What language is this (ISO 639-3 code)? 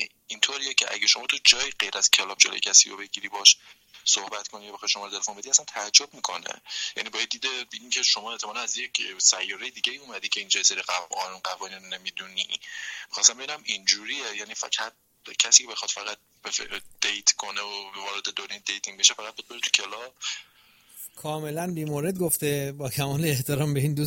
fas